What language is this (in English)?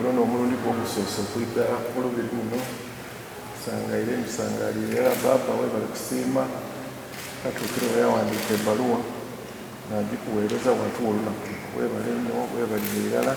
Soga